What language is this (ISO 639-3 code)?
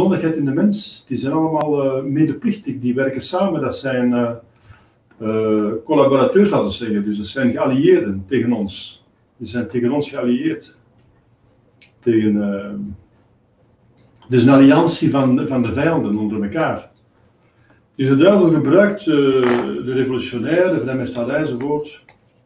nld